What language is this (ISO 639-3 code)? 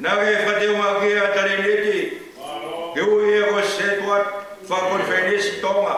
ton